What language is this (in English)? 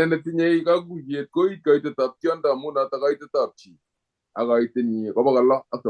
Kalenjin